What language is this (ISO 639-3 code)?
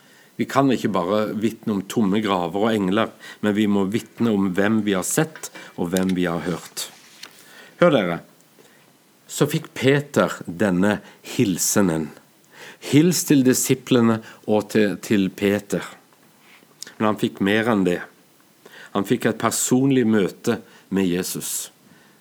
nor